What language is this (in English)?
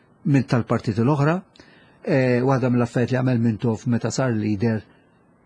Maltese